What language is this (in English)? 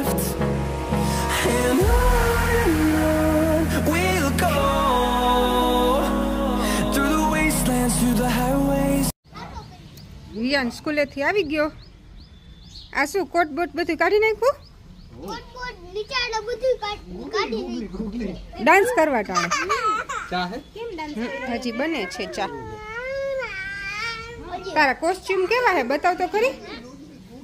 Gujarati